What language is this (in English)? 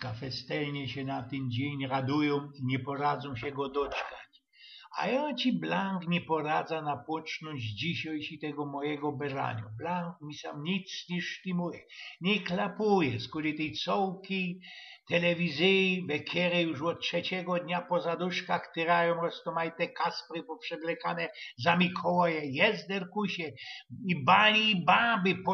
Silesian